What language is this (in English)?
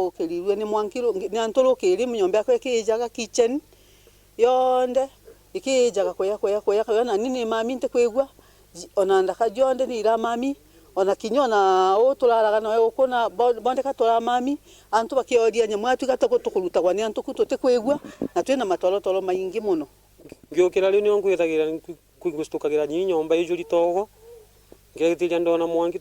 Meru